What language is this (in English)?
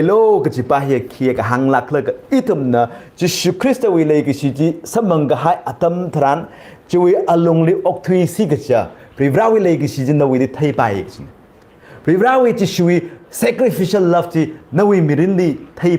Tangkhul Naga (India)